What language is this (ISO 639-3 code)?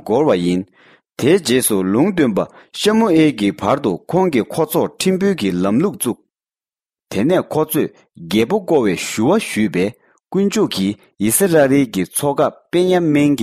bod